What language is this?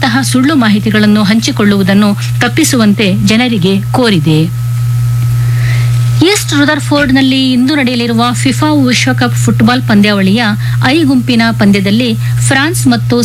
Kannada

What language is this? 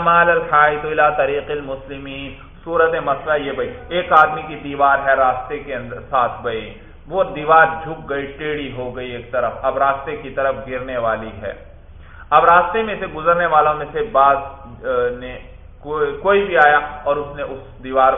Urdu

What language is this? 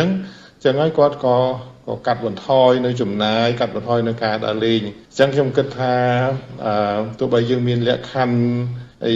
Khmer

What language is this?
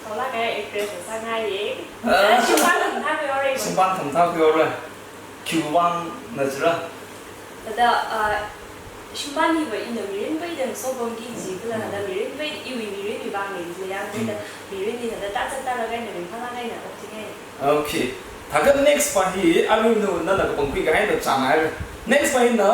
Tangkhul Naga (India)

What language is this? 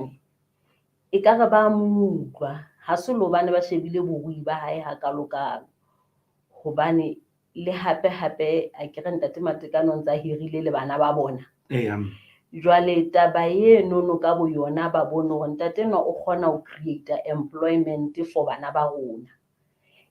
Southern Sotho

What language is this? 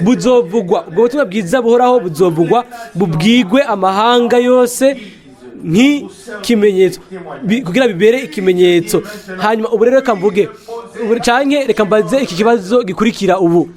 Rundi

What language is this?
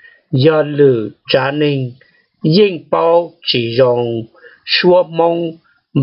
Hmong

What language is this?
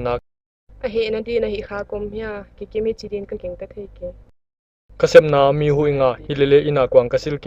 Paite Chin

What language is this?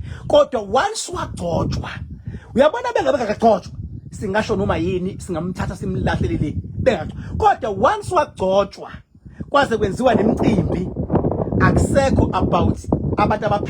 Zulu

